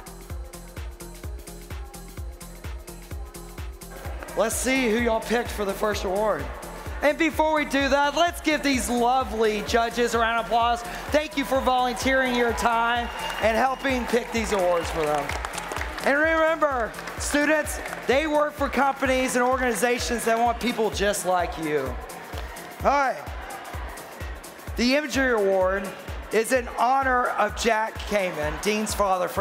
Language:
English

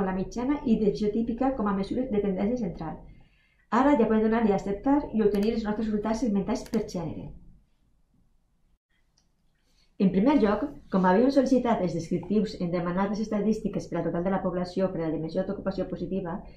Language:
Catalan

